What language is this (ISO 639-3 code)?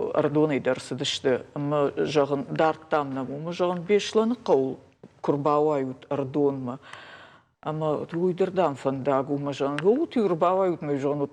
oss